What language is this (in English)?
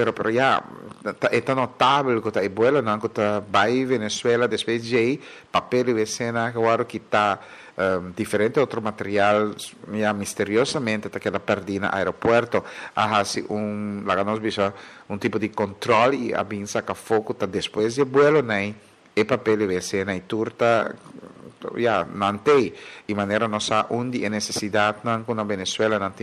Papiamento